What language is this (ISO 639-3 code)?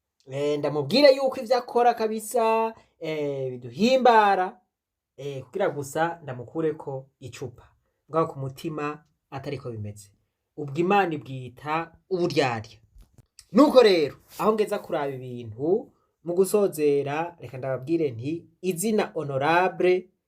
run